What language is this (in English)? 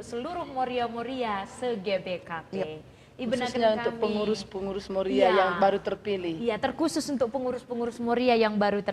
Batak Karo